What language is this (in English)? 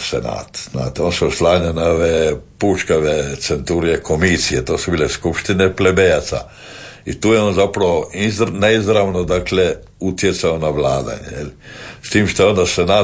Croatian